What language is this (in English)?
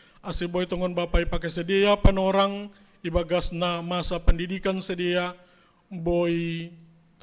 Batak Simalungun